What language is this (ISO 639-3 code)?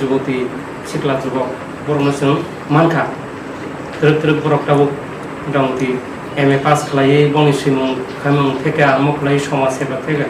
trp